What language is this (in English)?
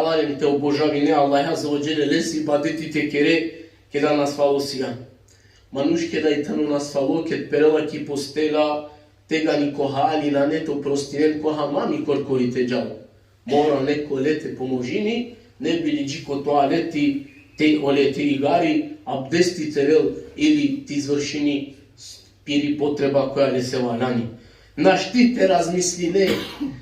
Balkan Romani